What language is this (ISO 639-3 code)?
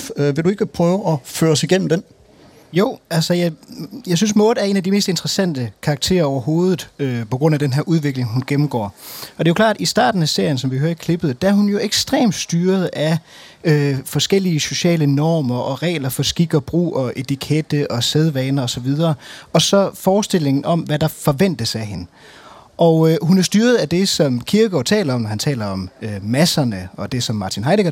dan